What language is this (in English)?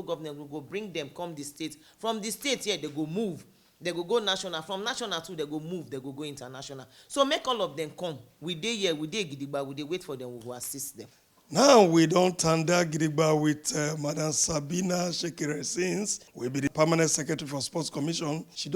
Nigerian Pidgin